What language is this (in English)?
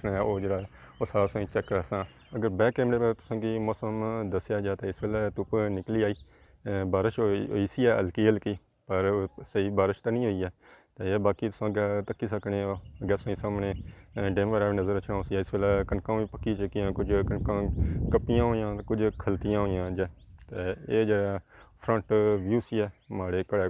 Pahari-Potwari